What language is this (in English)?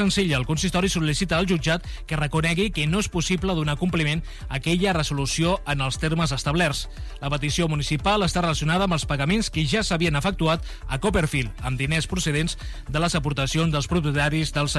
Catalan